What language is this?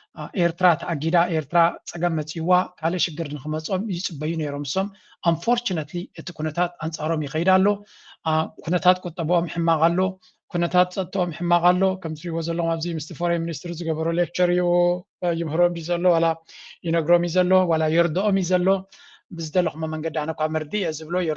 Tigrinya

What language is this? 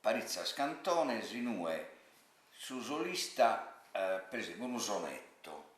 Sardinian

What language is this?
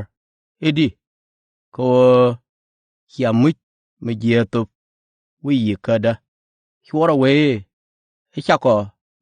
Nuer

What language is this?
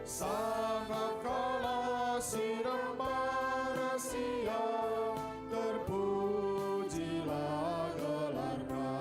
Batak Karo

